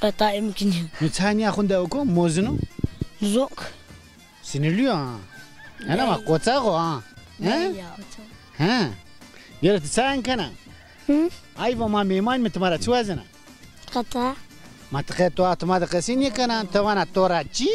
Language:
Zaza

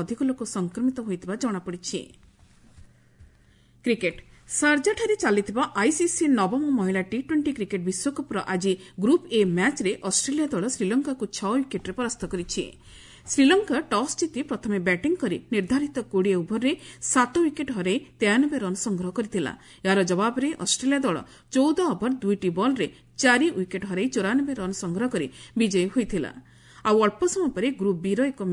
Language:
Odia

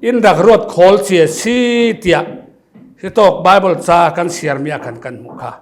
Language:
Falam Chin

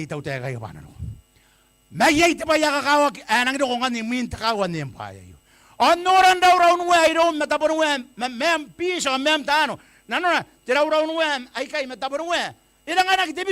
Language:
Gilbertese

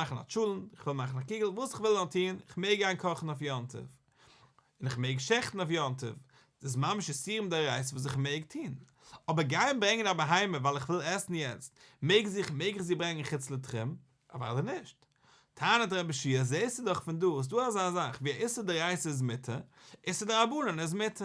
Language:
Yiddish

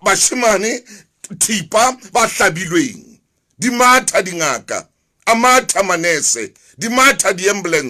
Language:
Southern Sotho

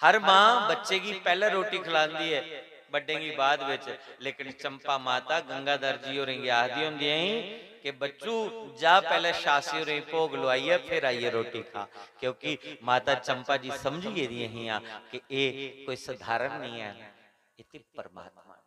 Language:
Dogri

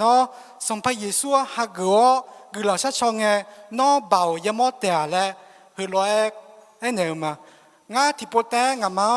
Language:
Akha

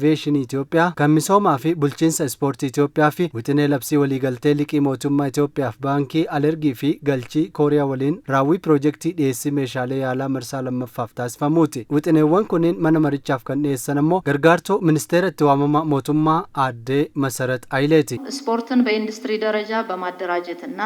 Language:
Oromo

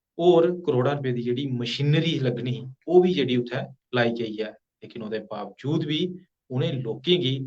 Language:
Dogri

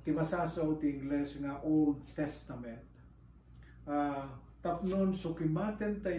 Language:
Iloko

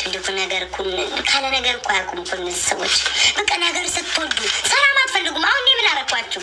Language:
Amharic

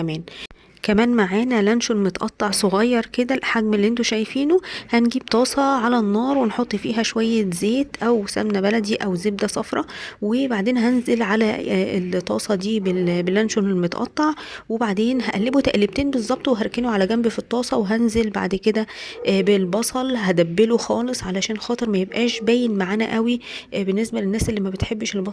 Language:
Egyptian Arabic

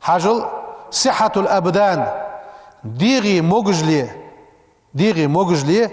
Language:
Ingush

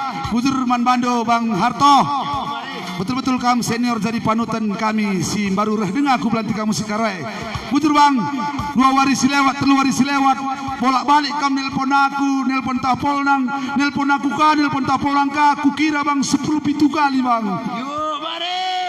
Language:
Batak Karo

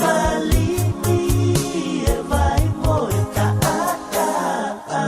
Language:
Tongan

